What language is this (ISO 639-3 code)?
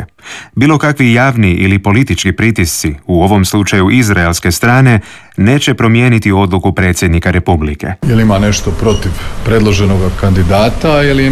hrv